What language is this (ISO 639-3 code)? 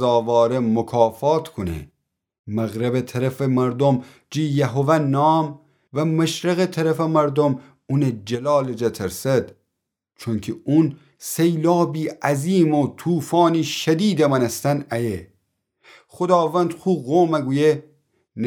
glk